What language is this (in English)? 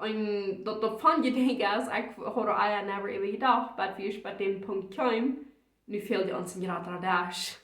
Plautdietsch